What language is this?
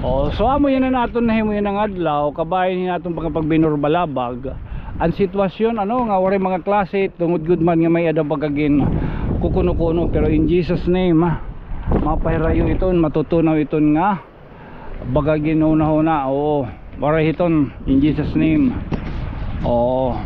Waray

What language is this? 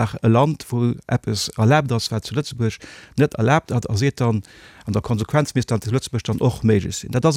Luxembourgish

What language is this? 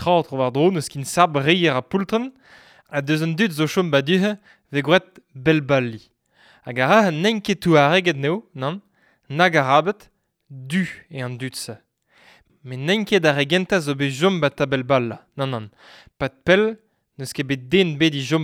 Breton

